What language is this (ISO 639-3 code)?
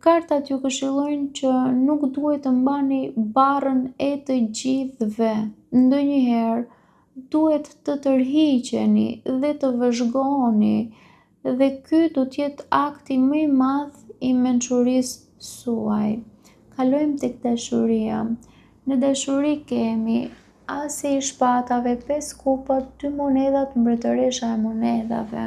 sqi